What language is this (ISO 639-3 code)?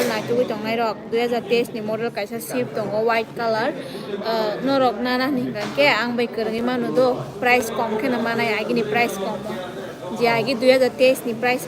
trp